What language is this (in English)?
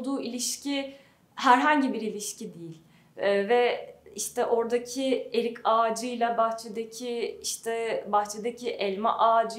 Turkish